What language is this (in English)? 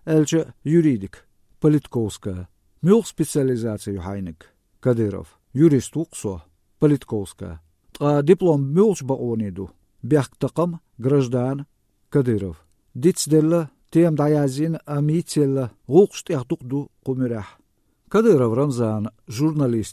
Chechen